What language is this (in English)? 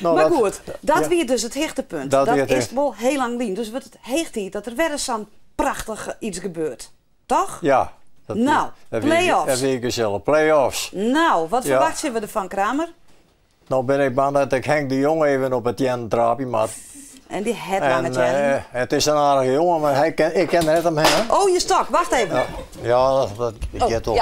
Western Frisian